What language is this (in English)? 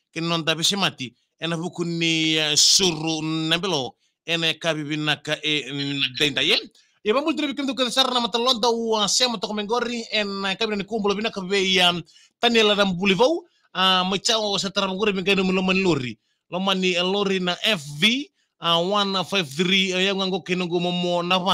Fijian